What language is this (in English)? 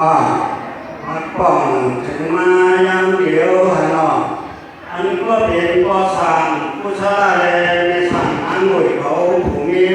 Shan